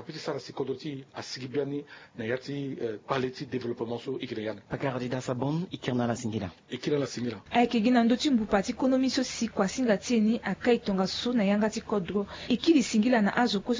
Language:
Sango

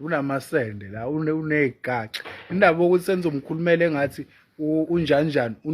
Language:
Zulu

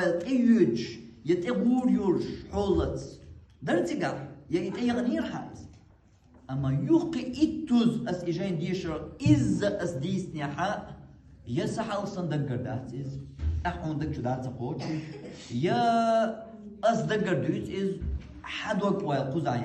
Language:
Chechen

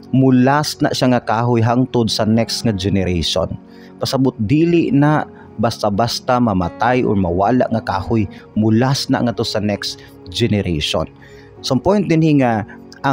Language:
Cebuano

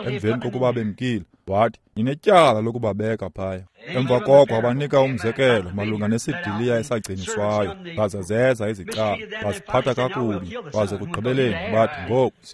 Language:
Xhosa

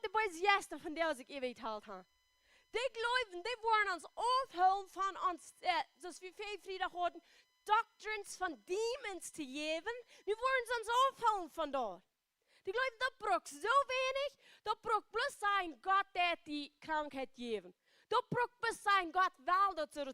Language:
Plautdietsch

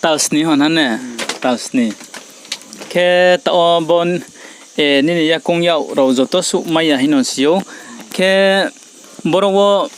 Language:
Riang (India)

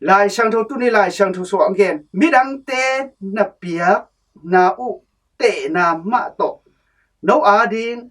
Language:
Tedim Chin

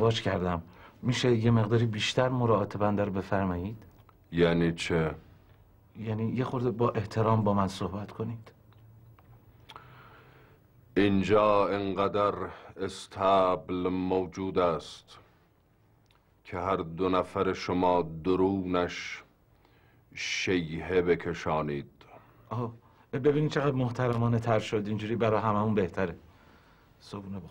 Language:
Persian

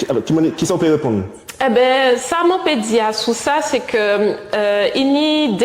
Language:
Guadeloupean Creole French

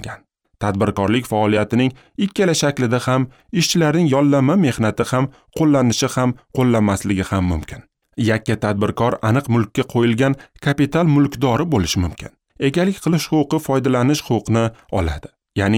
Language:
Uzbek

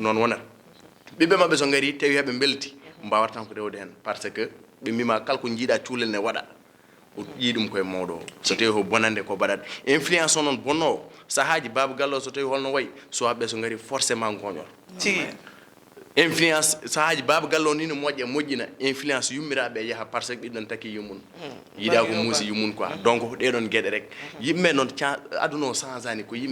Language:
Fula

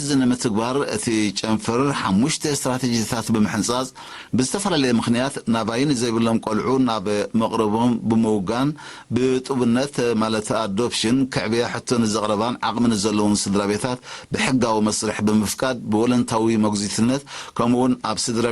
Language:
Tigrinya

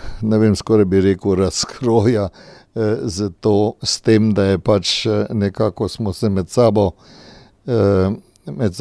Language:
Slovenian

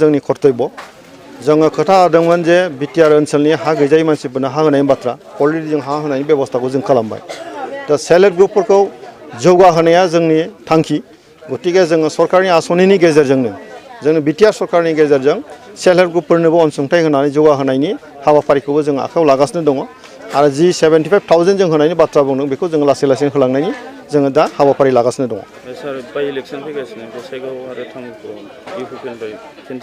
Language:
Bodo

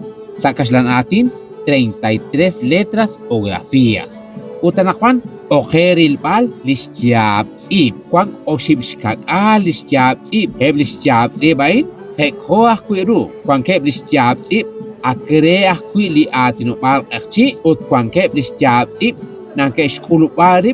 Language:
Kekchí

